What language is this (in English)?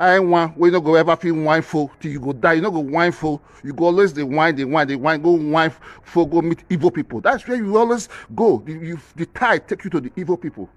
Nigerian Pidgin